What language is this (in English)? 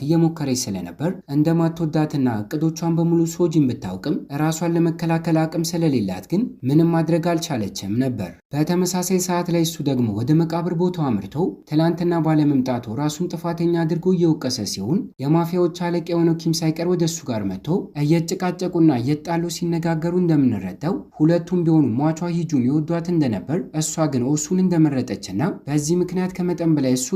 Amharic